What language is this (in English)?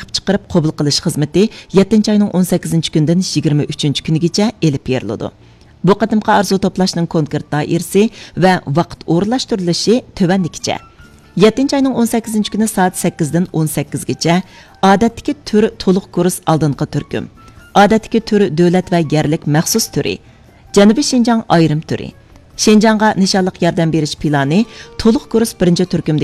Uyghur